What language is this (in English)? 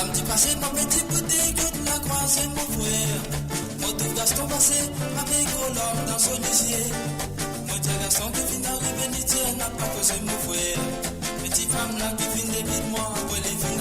Morisyen